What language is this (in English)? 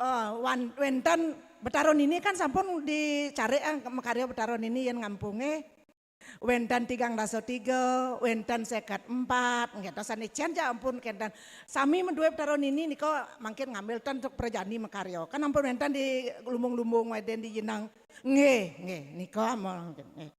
Balinese